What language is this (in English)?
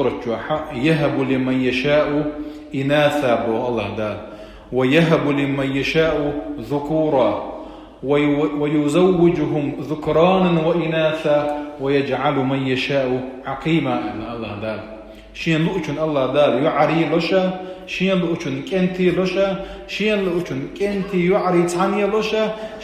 Chechen